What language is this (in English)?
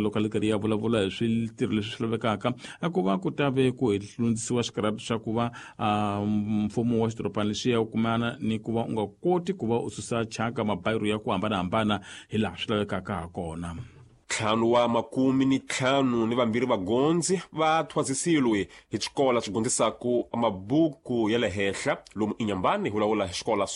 Tsonga